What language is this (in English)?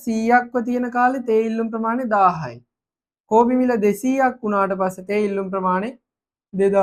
Sinhala